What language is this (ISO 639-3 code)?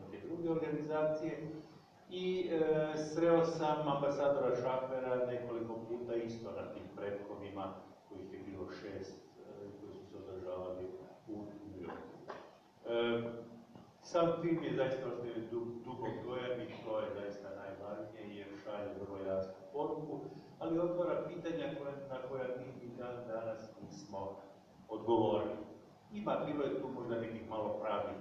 hrv